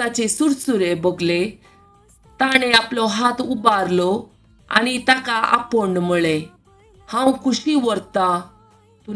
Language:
Konkani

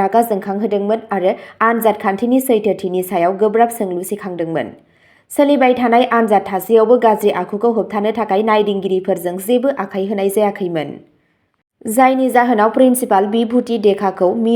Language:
Bodo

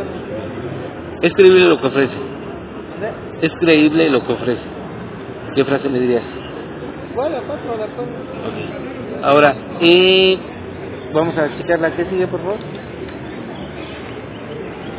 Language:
Spanish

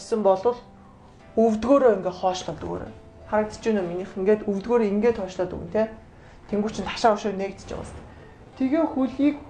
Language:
Mongolian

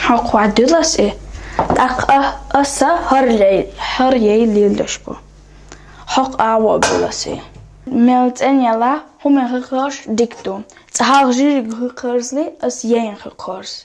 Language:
Chechen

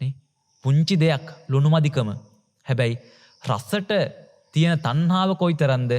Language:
Sinhala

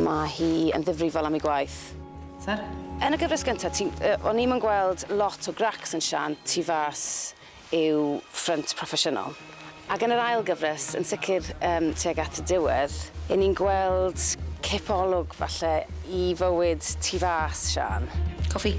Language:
Welsh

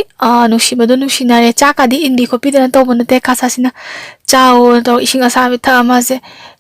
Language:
Manipuri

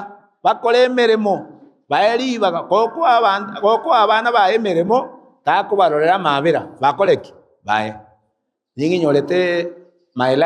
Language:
Gusii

